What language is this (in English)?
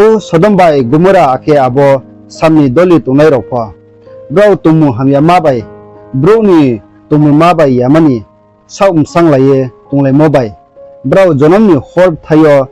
Riang (India)